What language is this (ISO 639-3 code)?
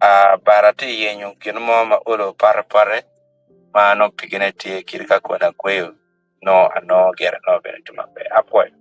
ach